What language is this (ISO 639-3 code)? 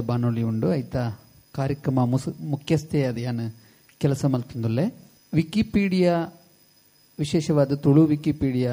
tcy